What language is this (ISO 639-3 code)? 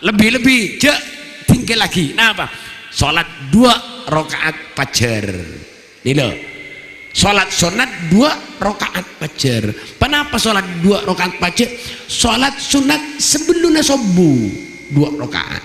mad